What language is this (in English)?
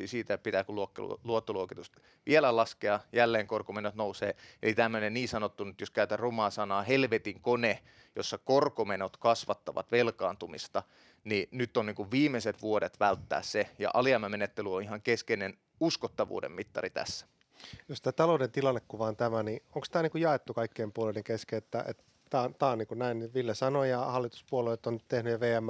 Finnish